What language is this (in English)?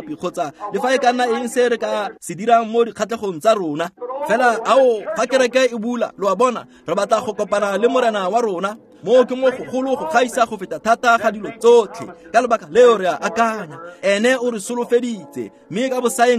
Tswana